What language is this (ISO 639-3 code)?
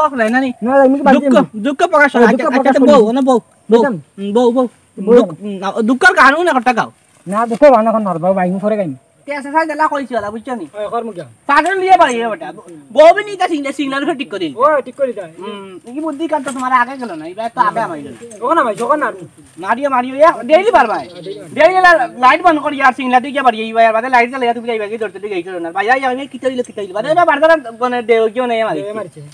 syl